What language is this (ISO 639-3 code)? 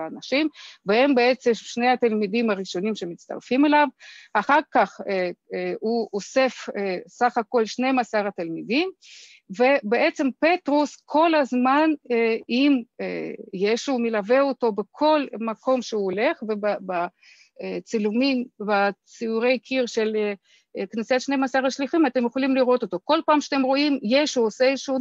heb